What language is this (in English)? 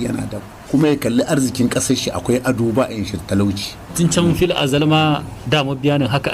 Hausa